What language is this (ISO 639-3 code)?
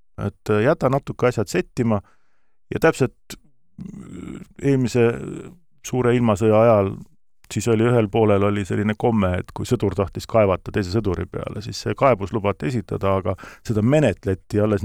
est